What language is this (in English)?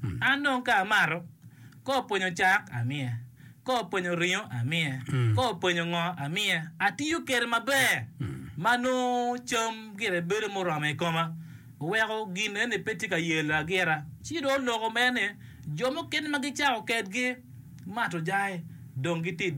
Acoli